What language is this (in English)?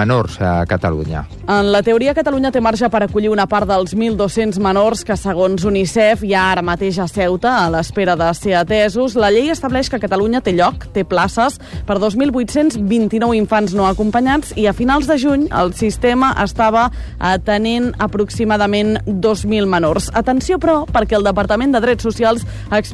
Catalan